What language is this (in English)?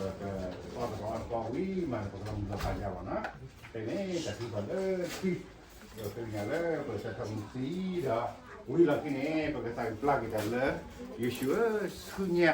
S'gaw Karen